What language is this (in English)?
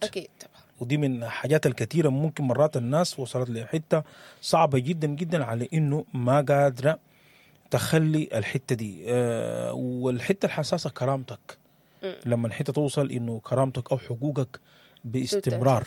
Sudanese Arabic